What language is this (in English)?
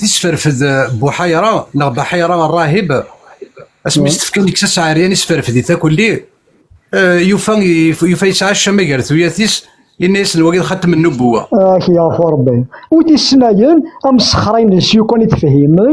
Kabyle